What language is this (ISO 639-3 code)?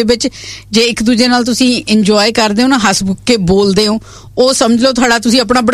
pan